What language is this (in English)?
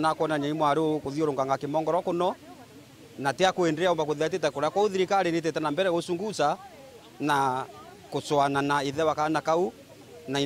Meru